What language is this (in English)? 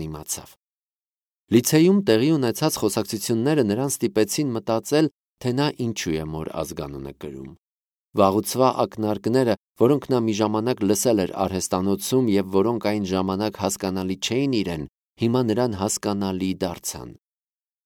Armenian